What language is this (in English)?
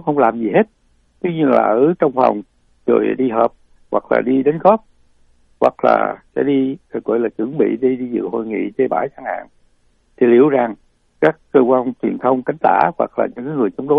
Vietnamese